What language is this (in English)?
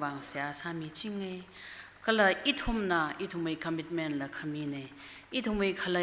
Tangkhul Naga (India)